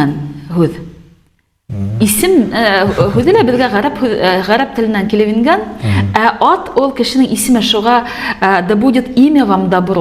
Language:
Bashkir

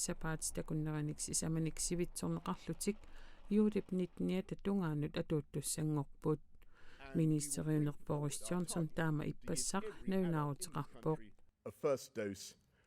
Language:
Kalaallisut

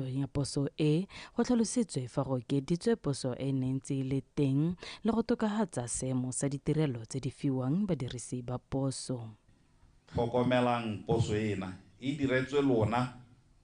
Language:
Tswana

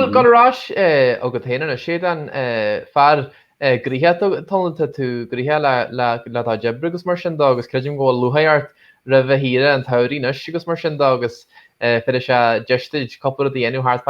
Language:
Irish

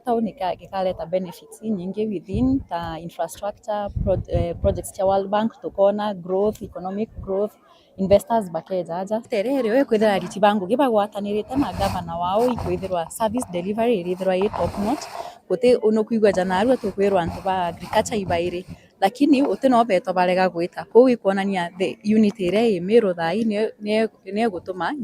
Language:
Meru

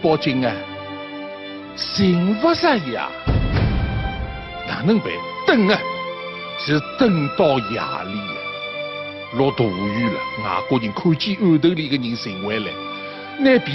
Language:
Wu Chinese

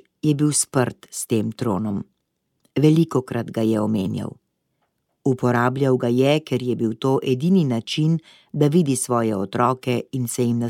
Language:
Slovenian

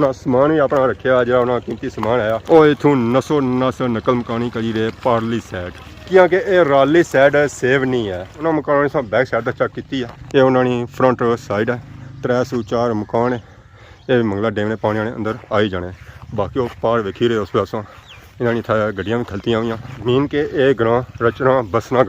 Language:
Pahari-Potwari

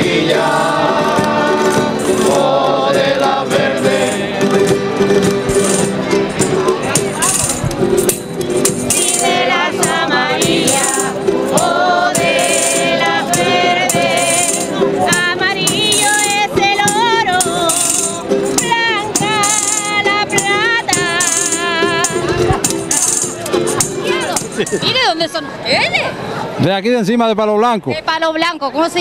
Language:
Spanish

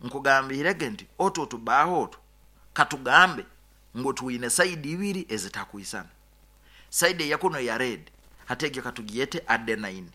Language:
Nyoro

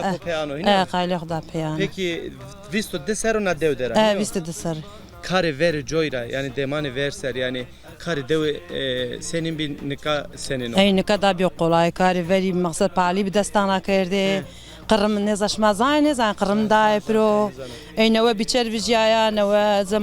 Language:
Zaza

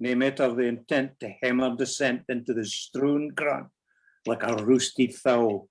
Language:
Scots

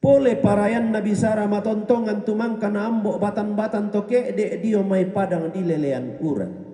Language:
Toraja-Sa'dan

